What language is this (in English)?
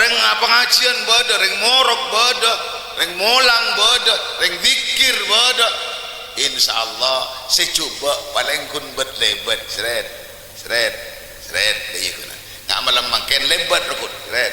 Madurese